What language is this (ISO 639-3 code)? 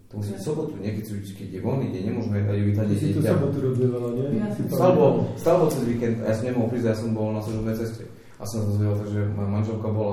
slk